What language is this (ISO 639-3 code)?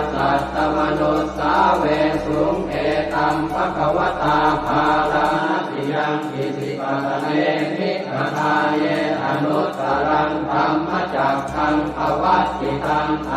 pli